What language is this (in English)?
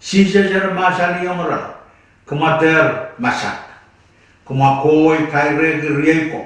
Pohnpeian